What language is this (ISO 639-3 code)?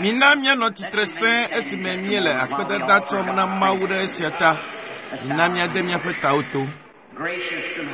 ewe